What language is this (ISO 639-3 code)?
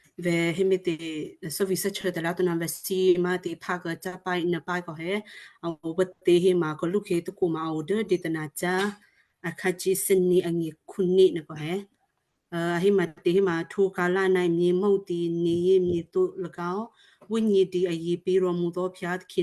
kyu